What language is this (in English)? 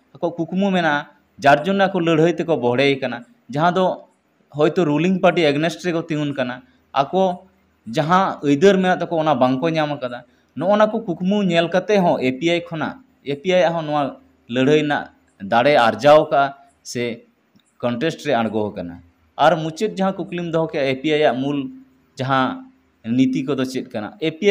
Santali